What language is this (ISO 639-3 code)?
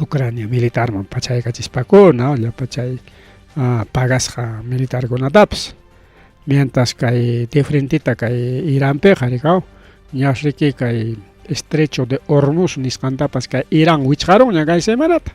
quy